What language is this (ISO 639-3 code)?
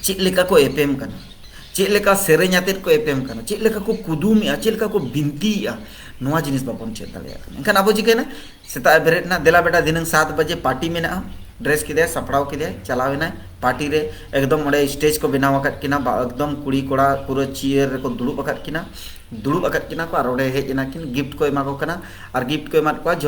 sat